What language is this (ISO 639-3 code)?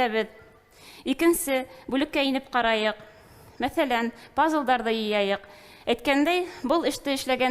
bak